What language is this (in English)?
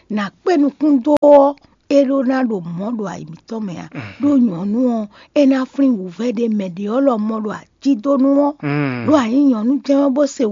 Fon